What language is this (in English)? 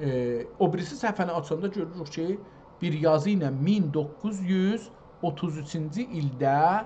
South Azerbaijani